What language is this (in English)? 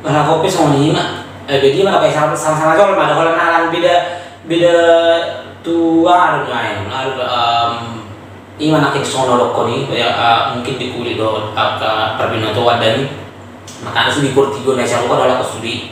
Batak Toba